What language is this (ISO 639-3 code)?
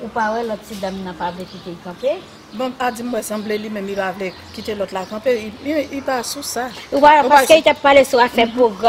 hat